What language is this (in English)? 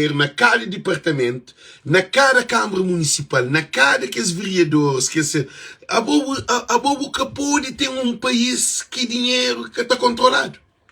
Kabuverdianu